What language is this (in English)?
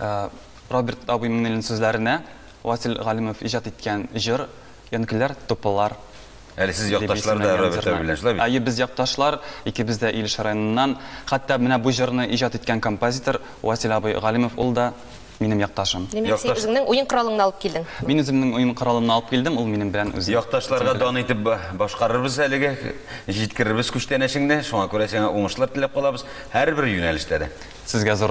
Tatar